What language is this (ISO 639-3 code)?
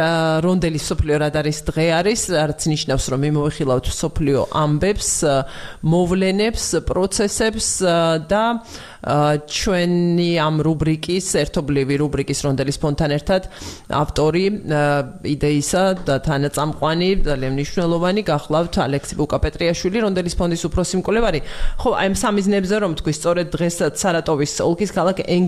kat